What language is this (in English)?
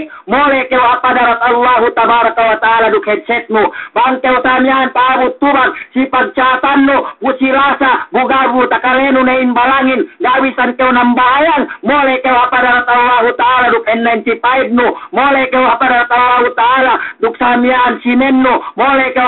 Yakan